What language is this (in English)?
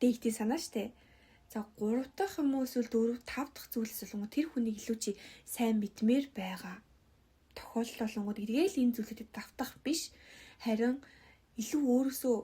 Mongolian